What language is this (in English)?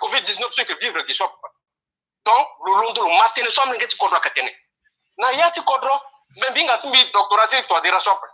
Sango